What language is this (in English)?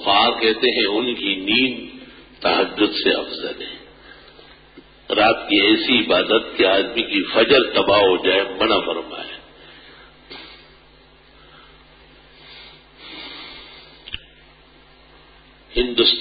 Urdu